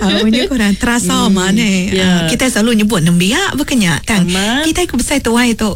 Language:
Iban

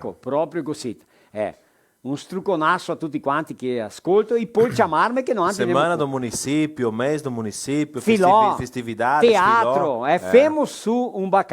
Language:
Venetian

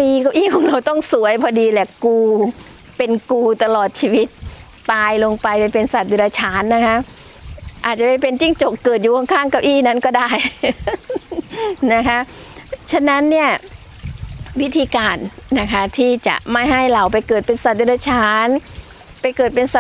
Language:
Thai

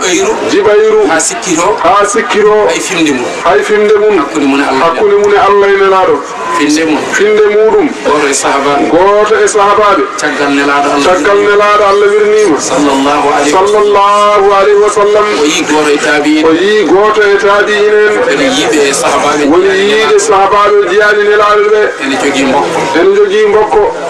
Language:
Fula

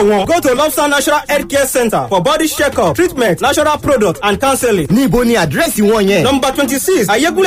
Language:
Yoruba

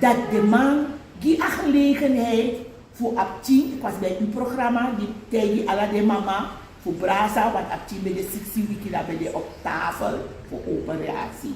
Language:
Sranan Tongo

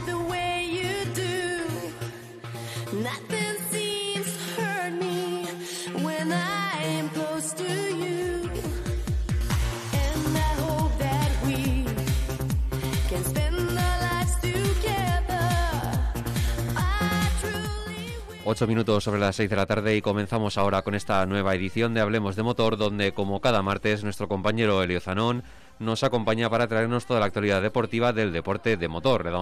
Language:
Spanish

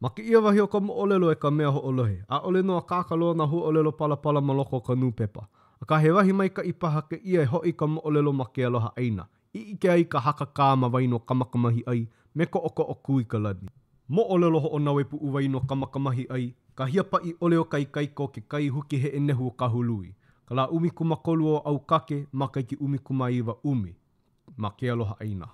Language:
Hawaiian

